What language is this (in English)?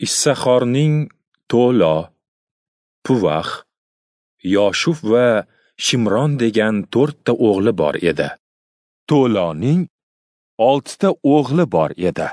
Uzbek